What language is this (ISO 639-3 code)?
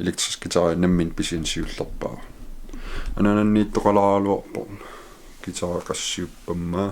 kal